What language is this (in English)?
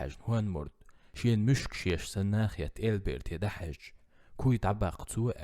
Chechen